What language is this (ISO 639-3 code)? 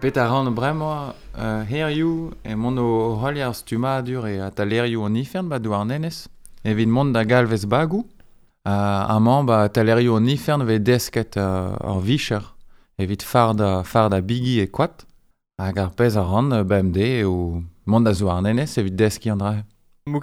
bre